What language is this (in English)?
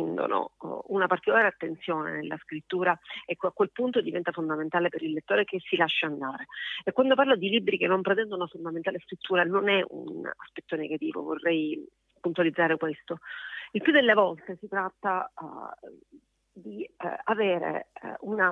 Italian